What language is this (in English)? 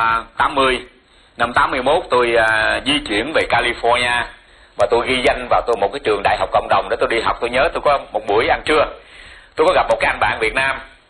Vietnamese